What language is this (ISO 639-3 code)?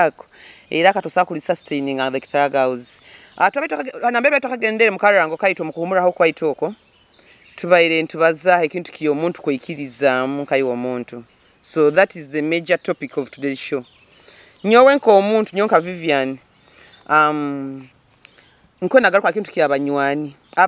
nyo